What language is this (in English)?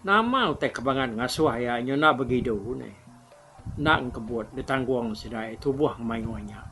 Iban